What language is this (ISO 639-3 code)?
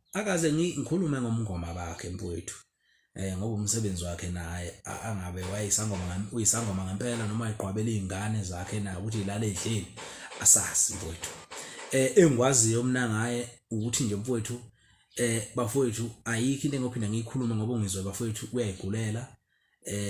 zul